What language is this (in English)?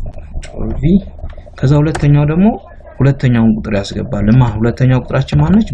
Amharic